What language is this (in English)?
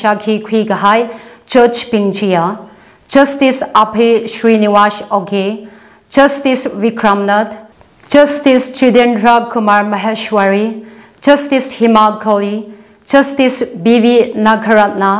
Tangkhul Naga (India)